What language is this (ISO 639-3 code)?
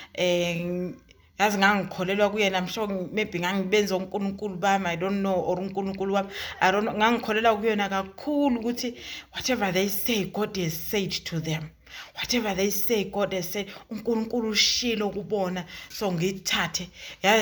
zul